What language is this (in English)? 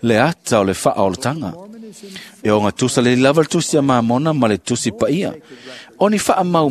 Samoan